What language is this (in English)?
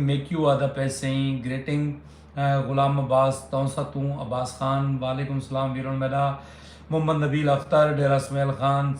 Saraiki